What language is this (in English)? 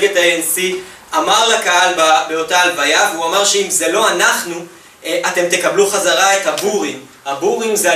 Hebrew